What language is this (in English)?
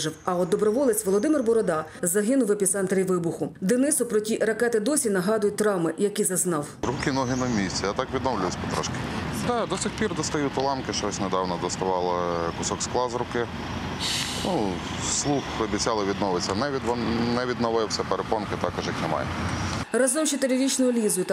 Ukrainian